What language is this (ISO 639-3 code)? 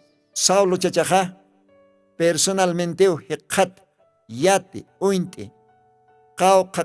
aym